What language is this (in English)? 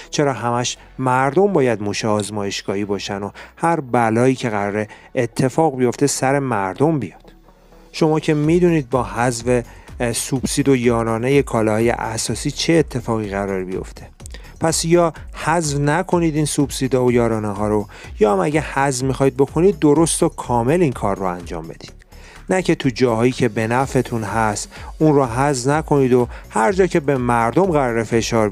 Persian